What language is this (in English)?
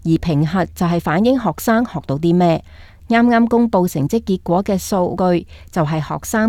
Cantonese